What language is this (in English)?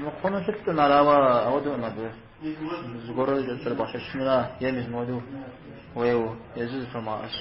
Kabardian